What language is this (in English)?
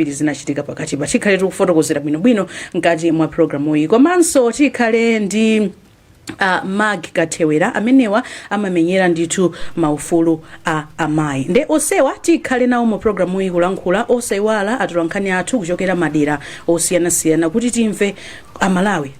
Nyanja